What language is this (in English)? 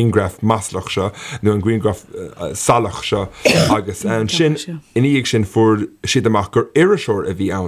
Irish